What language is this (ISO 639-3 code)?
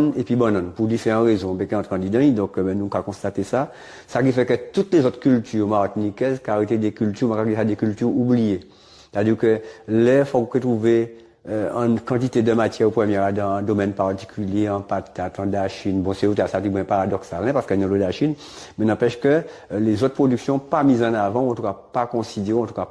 gcf